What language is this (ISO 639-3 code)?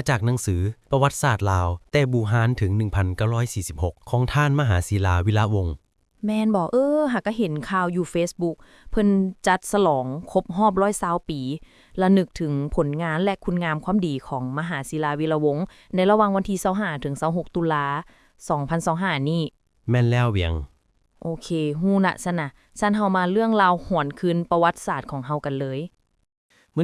lao